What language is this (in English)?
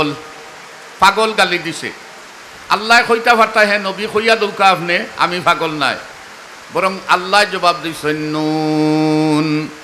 Sylheti